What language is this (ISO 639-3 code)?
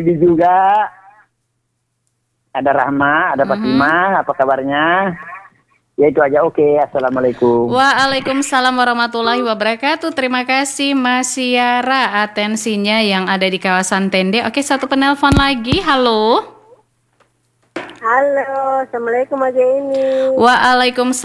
ind